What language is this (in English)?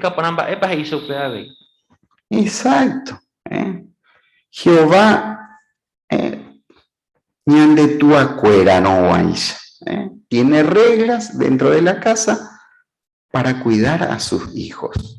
Guarani